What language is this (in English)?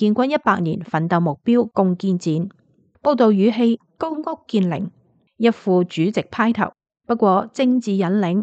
Cantonese